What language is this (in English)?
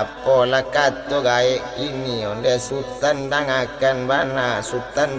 Minangkabau